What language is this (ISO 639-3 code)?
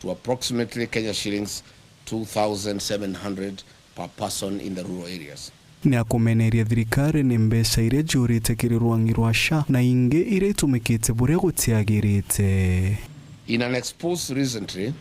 mer